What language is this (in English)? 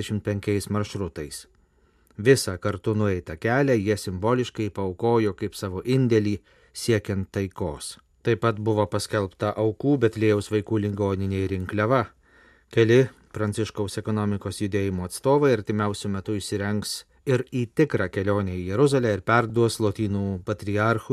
Lithuanian